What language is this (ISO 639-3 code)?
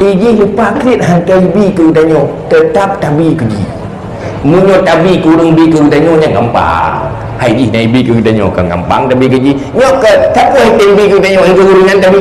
ace